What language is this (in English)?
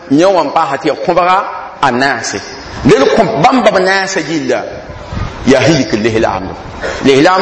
Mossi